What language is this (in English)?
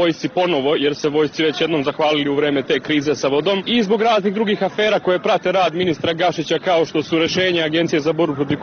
Serbian